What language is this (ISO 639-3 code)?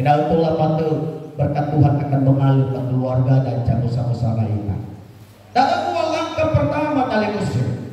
nia